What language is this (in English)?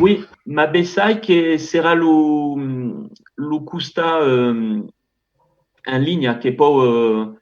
Occitan